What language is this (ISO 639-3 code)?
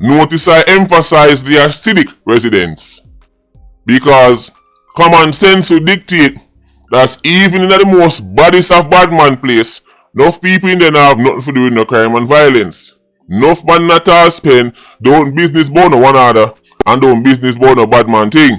jam